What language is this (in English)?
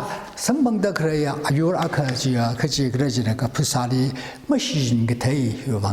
Tangkhul Naga (India)